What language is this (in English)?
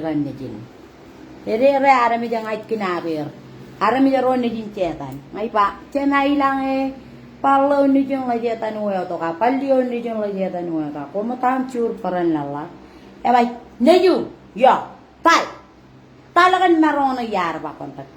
Marshallese